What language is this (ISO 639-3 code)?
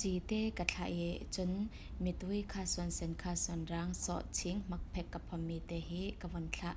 cfm